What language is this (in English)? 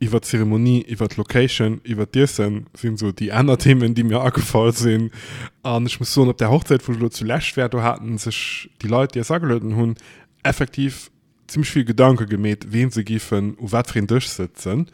Luxembourgish